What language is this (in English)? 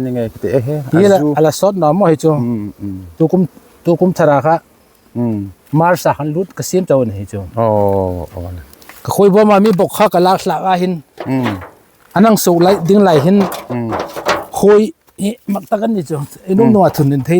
Hmar